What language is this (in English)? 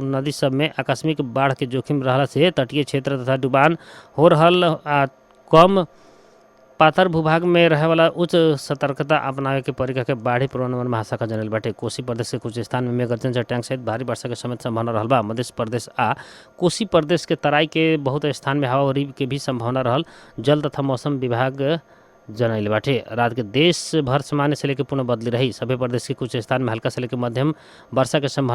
Bhojpuri